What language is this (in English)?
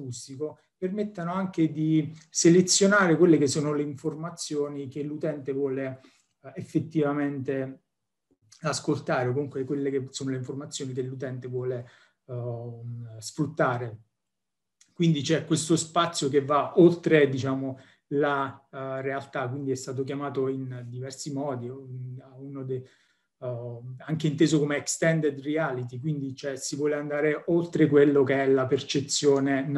Italian